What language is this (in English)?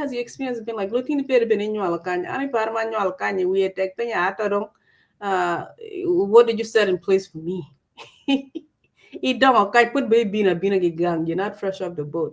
Acoli